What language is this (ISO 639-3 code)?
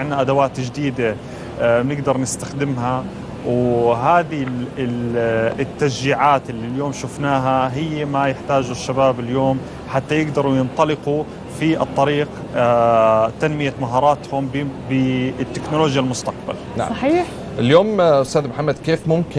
apc